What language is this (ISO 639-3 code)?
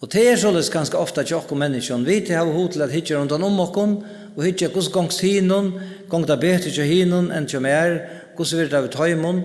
fao